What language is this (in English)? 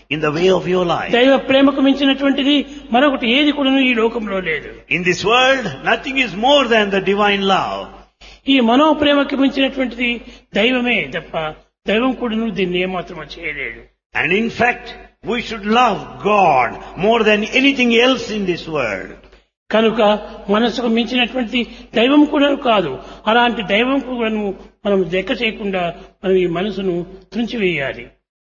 Telugu